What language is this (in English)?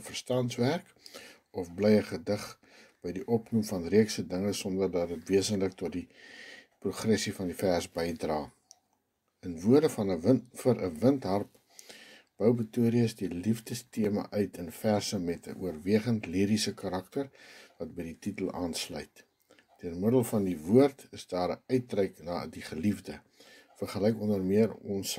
Afrikaans